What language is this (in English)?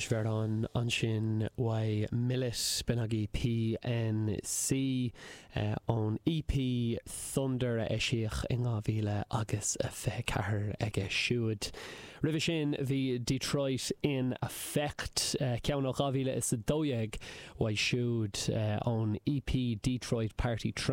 Irish